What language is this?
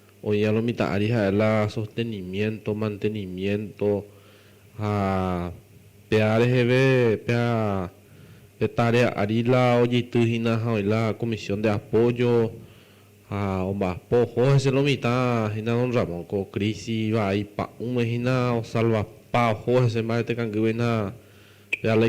Guarani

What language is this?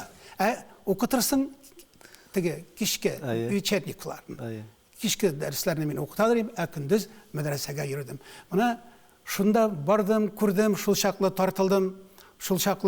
Tatar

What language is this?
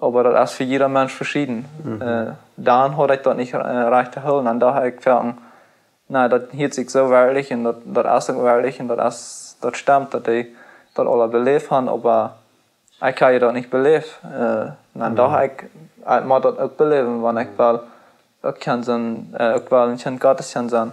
Plautdietsch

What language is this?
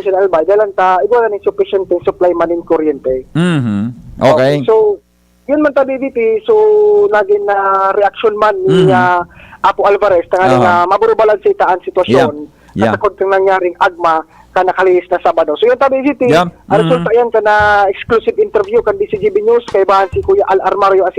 Bikol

